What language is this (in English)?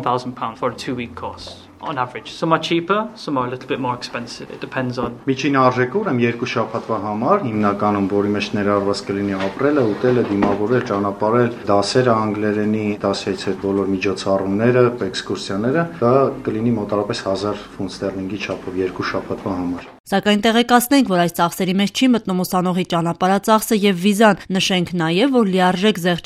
Armenian